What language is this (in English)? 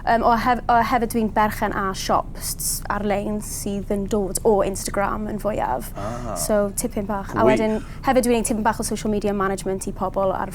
Welsh